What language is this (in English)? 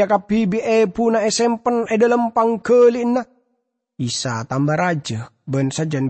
Madurese